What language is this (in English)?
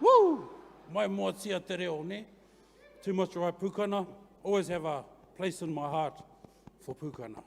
Māori